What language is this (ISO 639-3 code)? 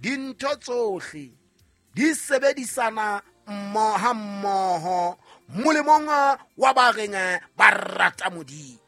sot